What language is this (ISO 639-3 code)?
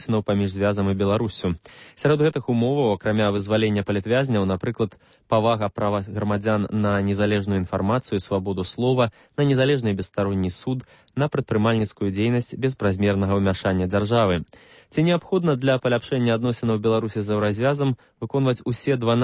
bel